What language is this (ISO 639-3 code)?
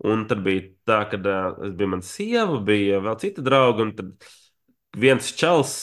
lav